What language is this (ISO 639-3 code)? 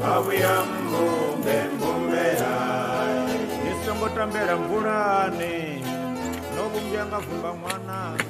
ven